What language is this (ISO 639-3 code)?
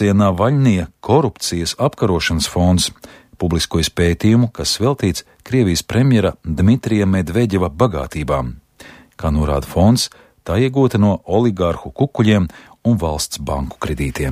lav